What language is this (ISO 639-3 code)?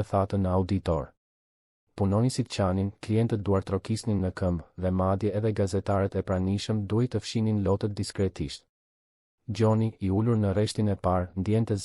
sqi